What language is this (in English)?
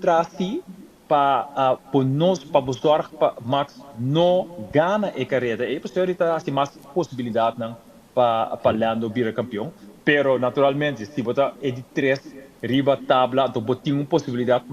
Papiamento